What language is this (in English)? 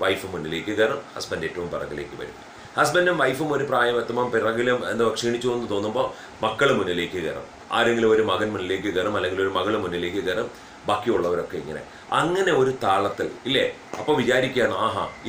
Malayalam